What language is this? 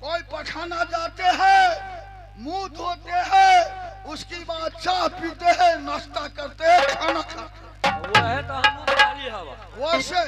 Maithili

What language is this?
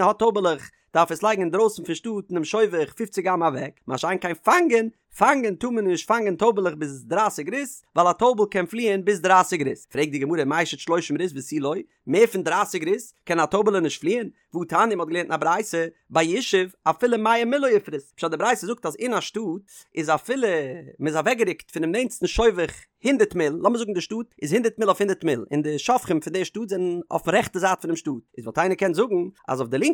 Yiddish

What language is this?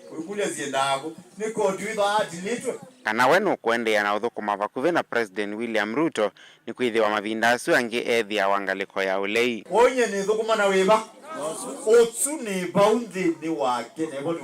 Kamba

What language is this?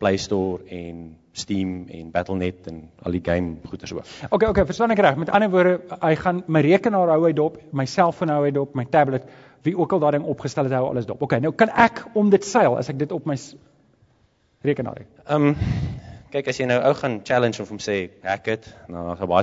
Afrikaans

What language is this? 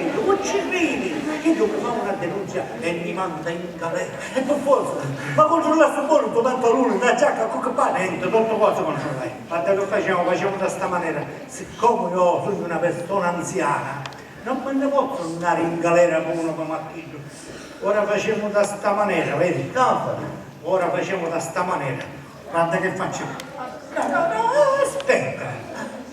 Sicilian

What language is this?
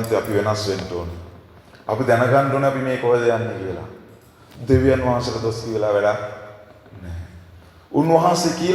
Sinhala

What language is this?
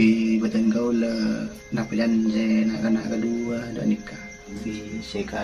Madurese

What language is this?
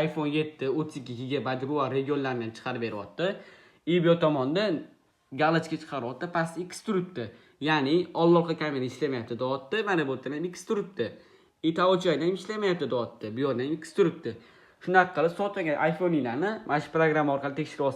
Uzbek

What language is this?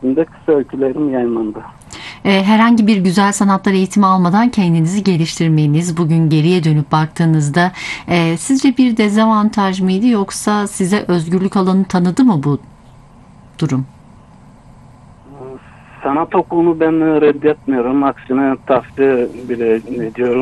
Turkish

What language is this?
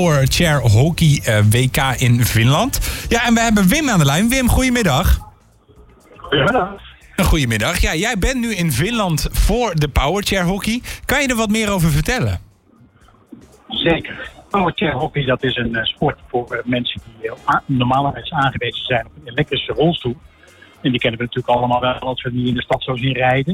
Dutch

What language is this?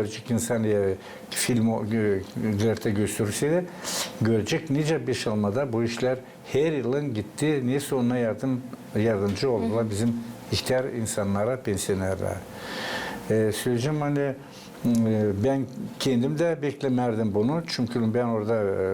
Gagauz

